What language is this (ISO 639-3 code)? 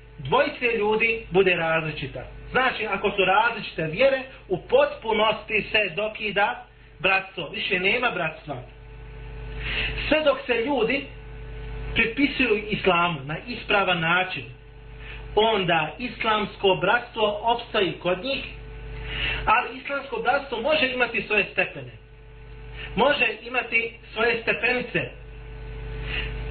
bos